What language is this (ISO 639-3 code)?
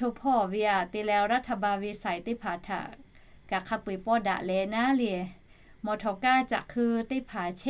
lhu